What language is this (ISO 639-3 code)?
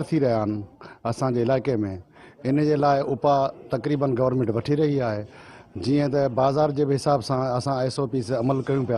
snd